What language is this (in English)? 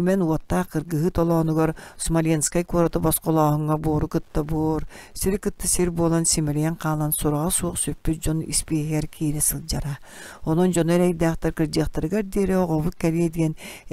Yakut